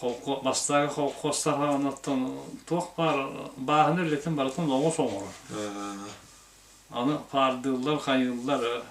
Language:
Yakut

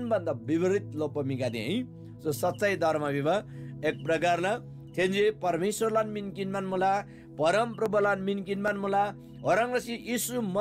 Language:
Eastern Tamang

